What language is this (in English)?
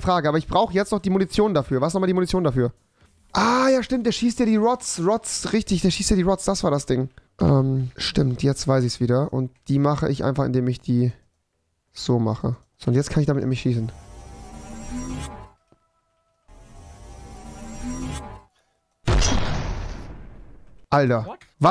German